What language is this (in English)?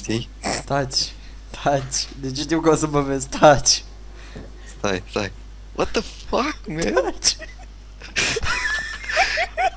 Romanian